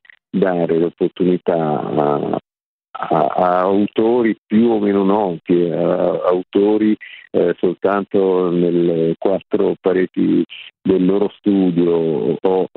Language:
Italian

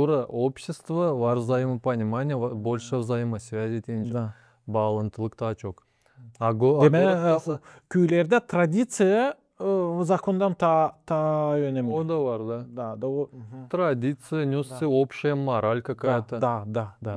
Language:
Gagauz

